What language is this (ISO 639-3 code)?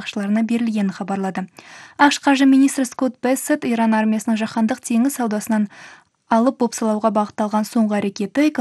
kaz